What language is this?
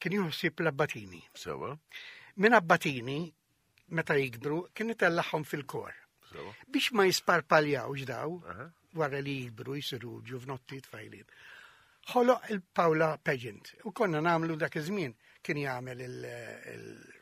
Maltese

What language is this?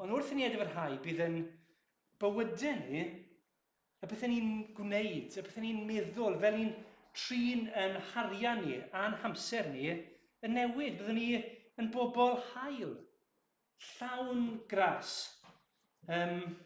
Welsh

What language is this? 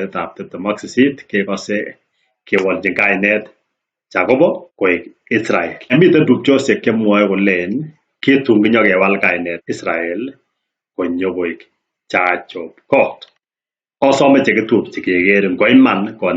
Kalenjin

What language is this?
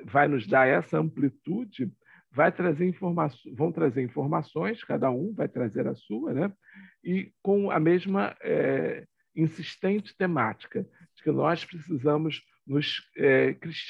Portuguese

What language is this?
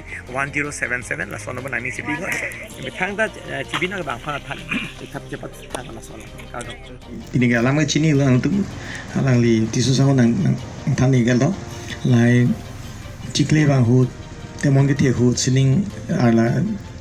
Karbi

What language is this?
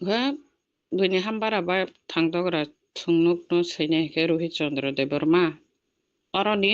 Kok Borok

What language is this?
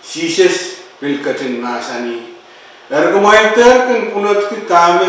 Pohnpeian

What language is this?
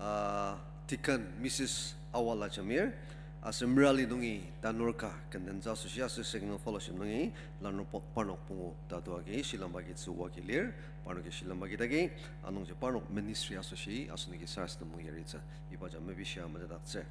Ao Naga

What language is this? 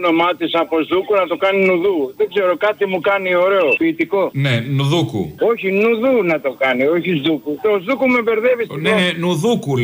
Greek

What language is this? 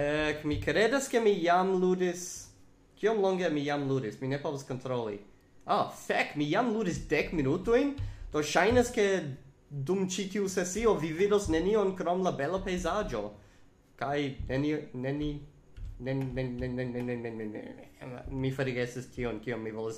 Esperanto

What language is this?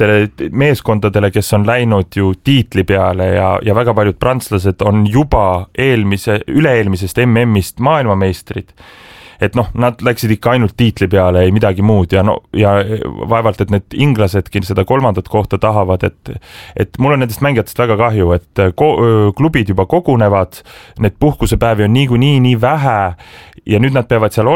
Estonian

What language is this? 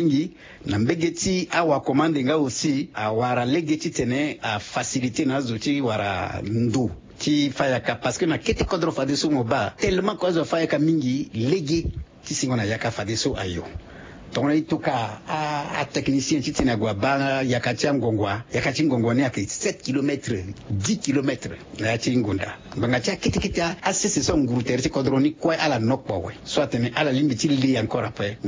Sango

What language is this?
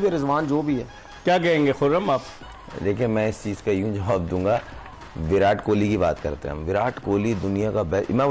Hindi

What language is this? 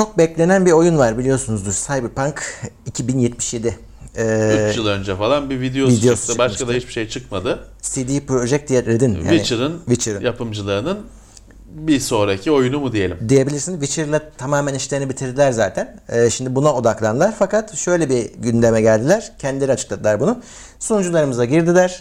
Turkish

